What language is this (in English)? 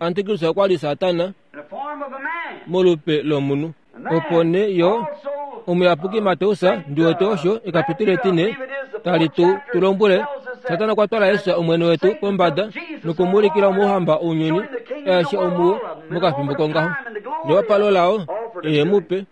Kuanyama